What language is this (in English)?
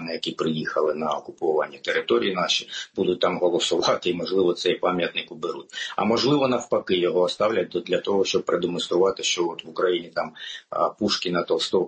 Ukrainian